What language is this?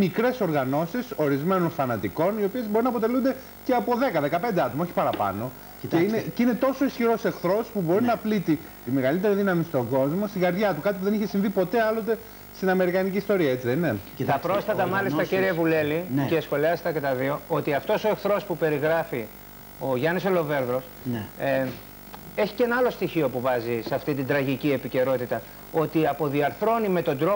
Greek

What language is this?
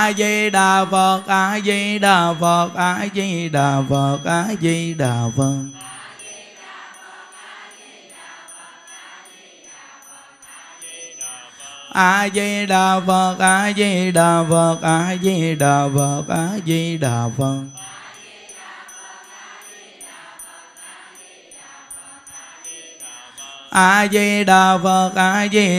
Vietnamese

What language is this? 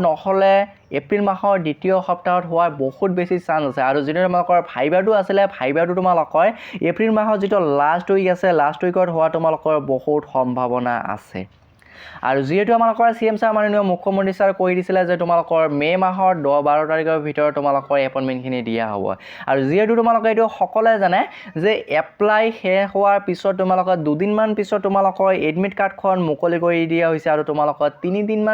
Assamese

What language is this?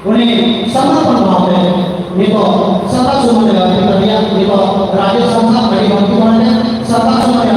Santali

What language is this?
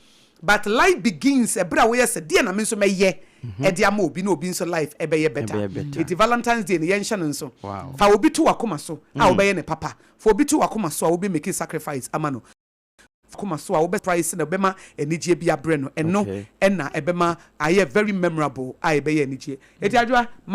Akan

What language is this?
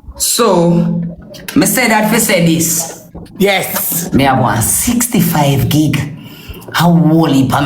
Jamaican Creole English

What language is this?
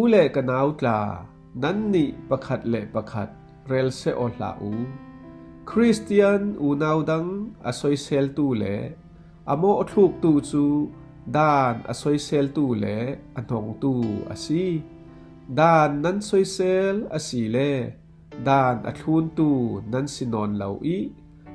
Falam Chin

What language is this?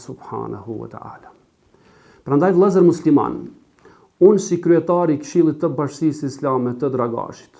Albanian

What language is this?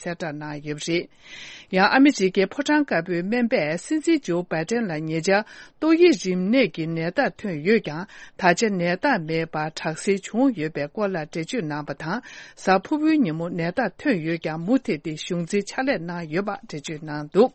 Tibetan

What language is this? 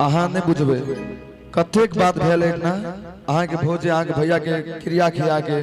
Maithili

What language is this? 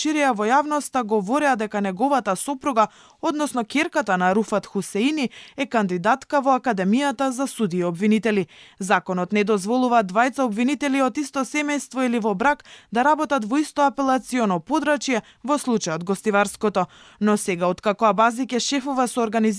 Macedonian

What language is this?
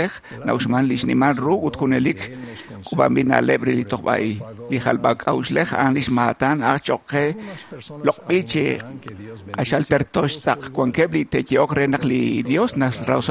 Kekchí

